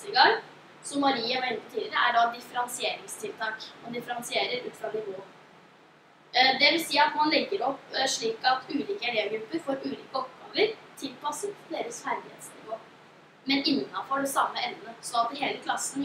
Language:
Norwegian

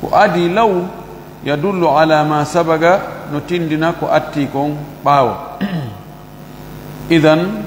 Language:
Fula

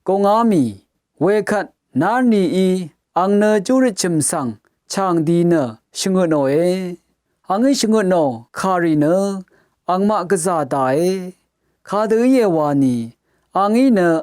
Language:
Rawang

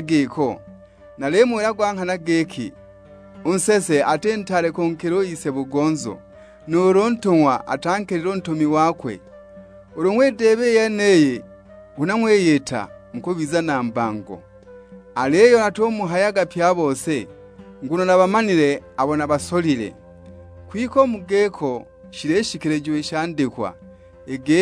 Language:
Sukuma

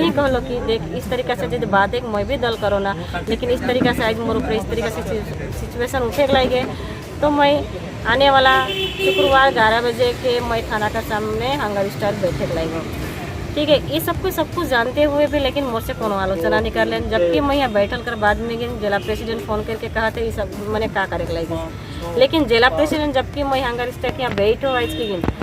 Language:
Sadri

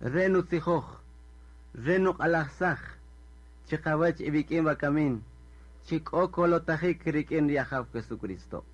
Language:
Kaqchikel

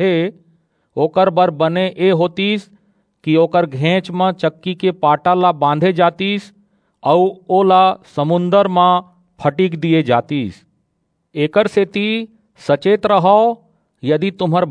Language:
Chhattisgarhi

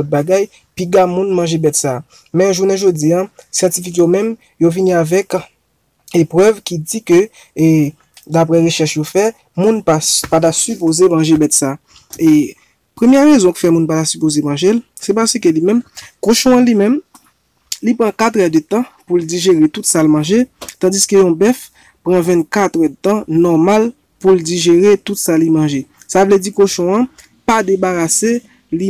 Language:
Haitian Creole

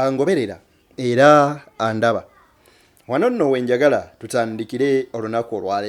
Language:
Ganda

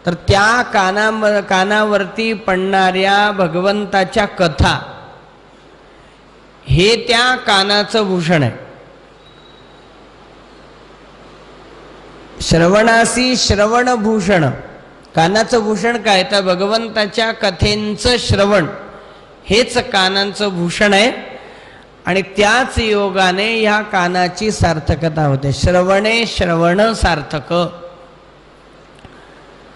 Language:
Marathi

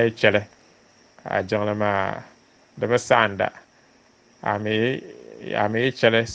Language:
Dagbani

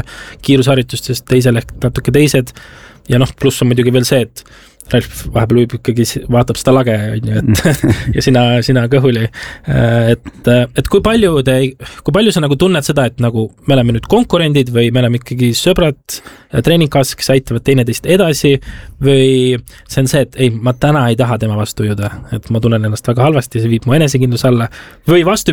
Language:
Estonian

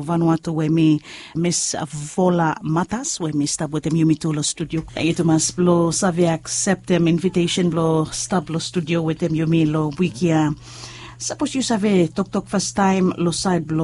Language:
Bislama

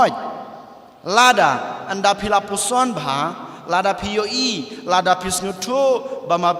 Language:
Khasi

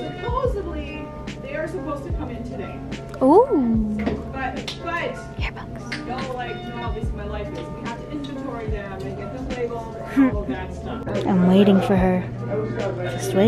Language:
English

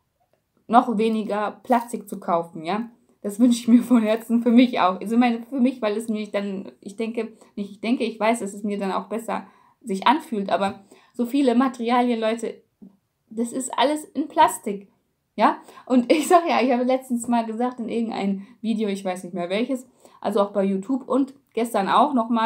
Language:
German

